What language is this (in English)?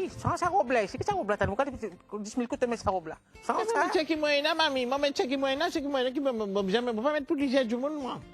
Morisyen